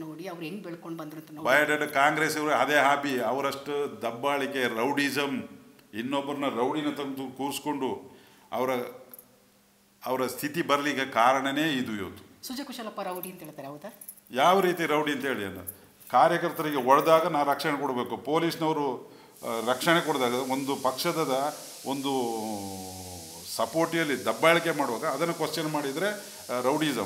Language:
Kannada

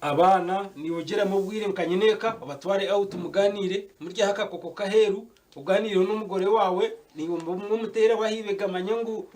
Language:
Nyankole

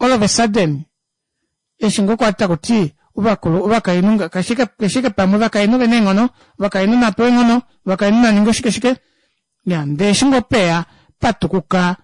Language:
Kuanyama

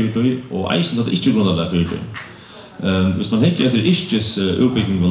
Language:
Faroese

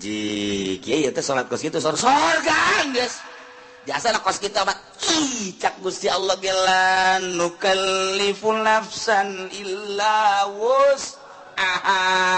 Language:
Sundanese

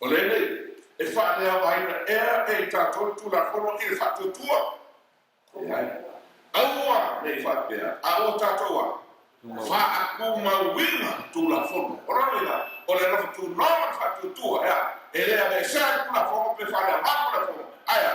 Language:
Samoan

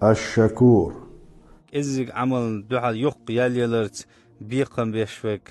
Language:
Chechen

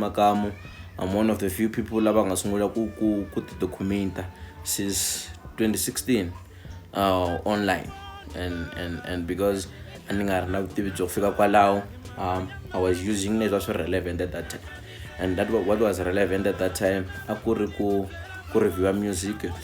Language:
Tsonga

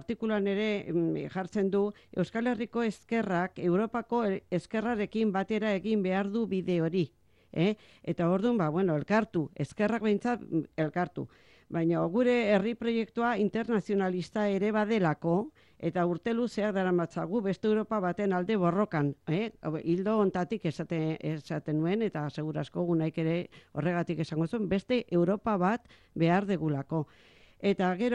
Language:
Basque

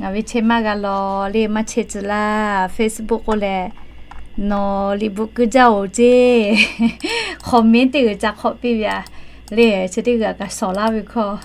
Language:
Lahu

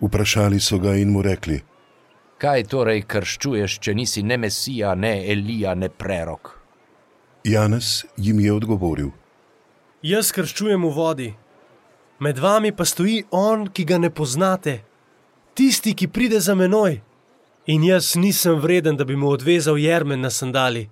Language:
Slovenian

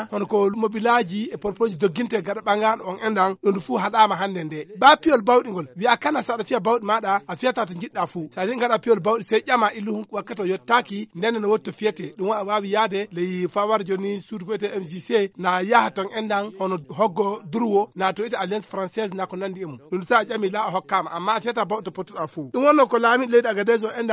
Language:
Fula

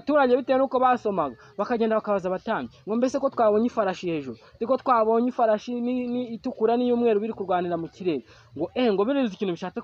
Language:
Kinyarwanda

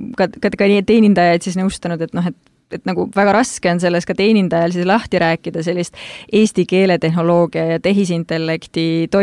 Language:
Estonian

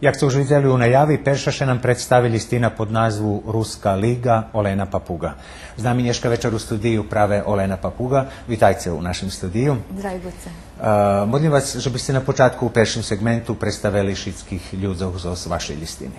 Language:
Rusyn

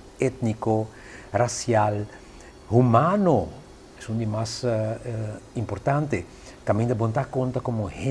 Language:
Papiamento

